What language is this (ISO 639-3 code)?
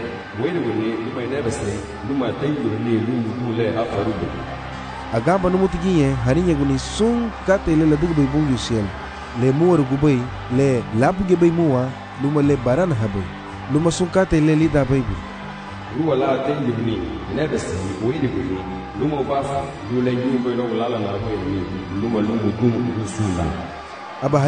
cab